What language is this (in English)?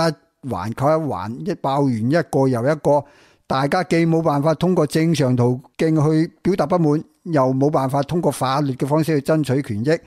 Cantonese